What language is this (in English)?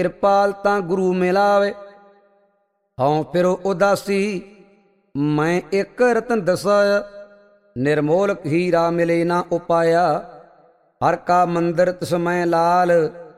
Punjabi